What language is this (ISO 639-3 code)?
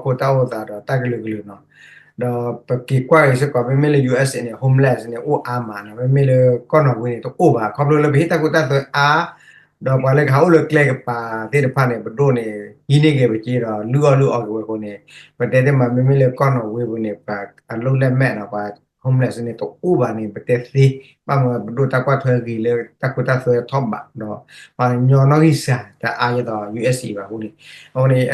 ksw